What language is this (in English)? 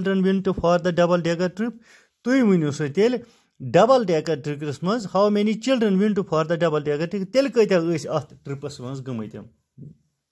Kashmiri